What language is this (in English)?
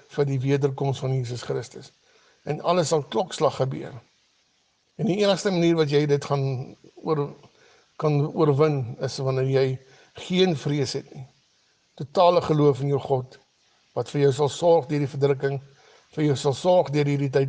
Afrikaans